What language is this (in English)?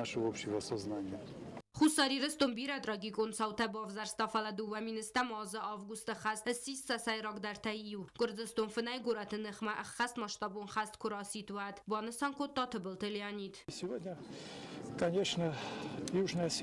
Ossetic